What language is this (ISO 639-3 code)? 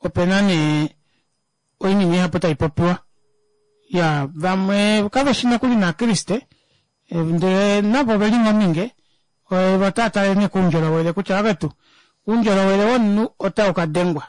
kua